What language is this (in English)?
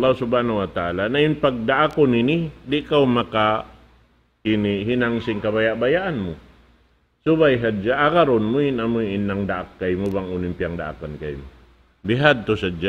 Tausug